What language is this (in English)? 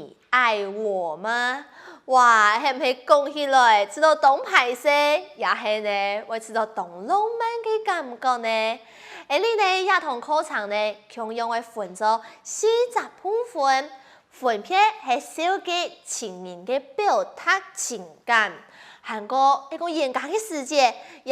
Hakka Chinese